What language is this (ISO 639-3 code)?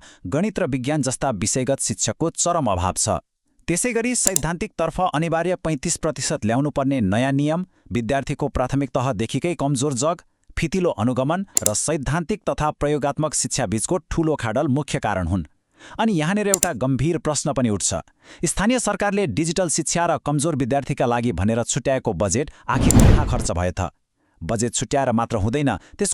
nep